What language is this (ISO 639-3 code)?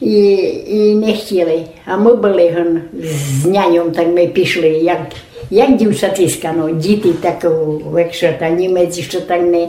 rue